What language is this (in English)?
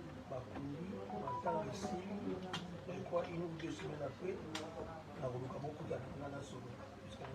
Lingala